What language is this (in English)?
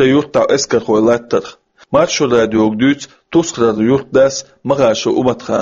Chechen